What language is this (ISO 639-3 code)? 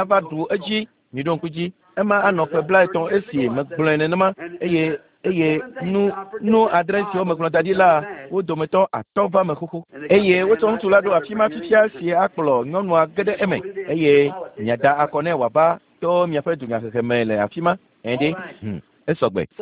ewe